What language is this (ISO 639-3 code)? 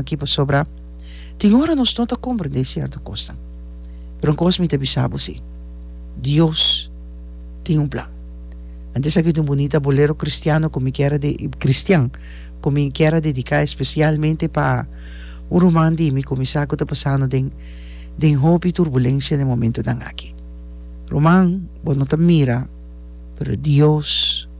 pap